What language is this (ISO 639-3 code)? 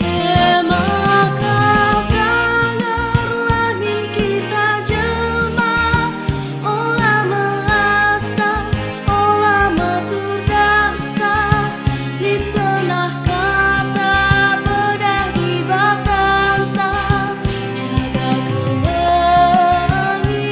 btx